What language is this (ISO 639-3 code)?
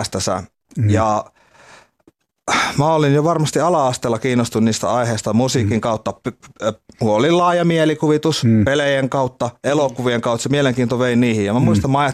fin